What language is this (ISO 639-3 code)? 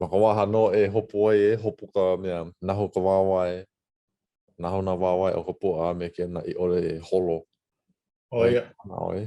haw